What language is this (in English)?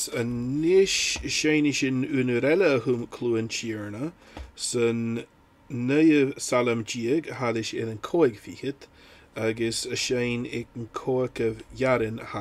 Scottish Gaelic